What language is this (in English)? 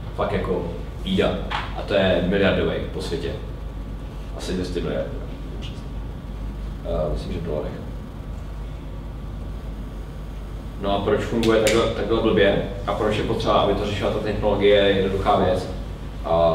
Czech